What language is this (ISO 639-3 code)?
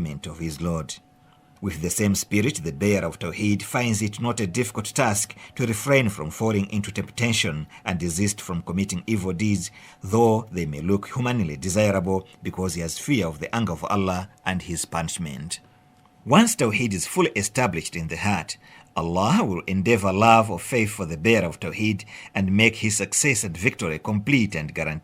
eng